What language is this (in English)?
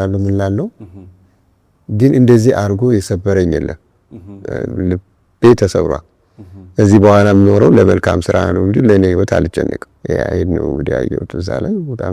Amharic